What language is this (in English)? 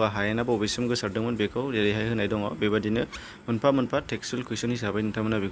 Bodo